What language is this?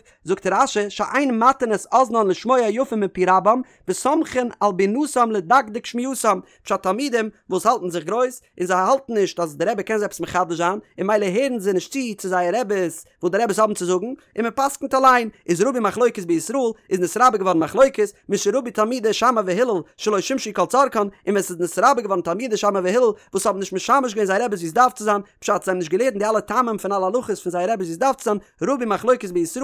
Yiddish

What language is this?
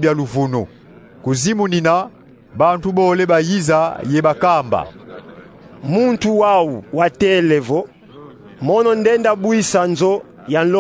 Kongo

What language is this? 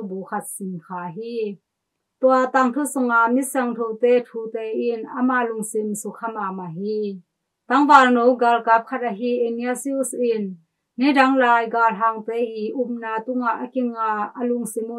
Tedim Chin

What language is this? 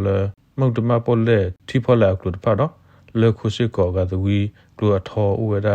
S'gaw Karen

